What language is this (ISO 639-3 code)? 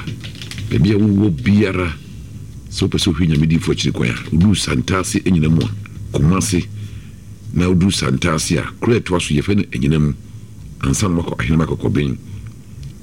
aka